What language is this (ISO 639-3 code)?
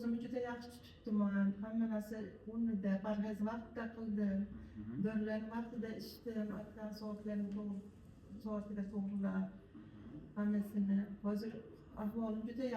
uzb